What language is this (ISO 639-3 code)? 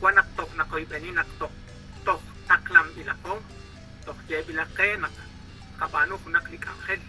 kek